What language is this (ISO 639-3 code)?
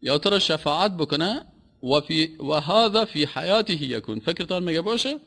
fas